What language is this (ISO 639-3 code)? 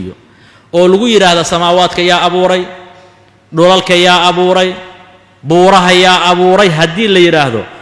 som